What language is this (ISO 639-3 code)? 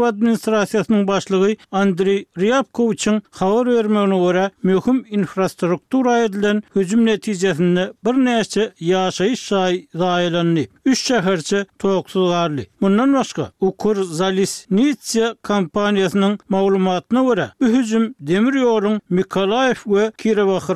tuk